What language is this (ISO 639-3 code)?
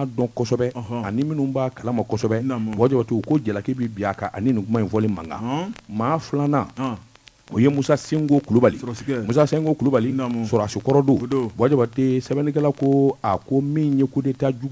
bam